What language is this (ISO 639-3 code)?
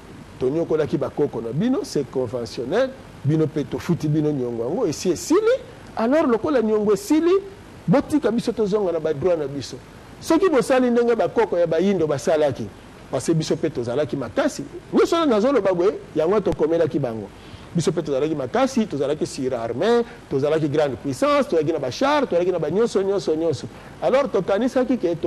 lin